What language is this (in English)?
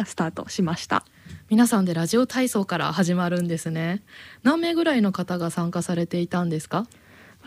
Japanese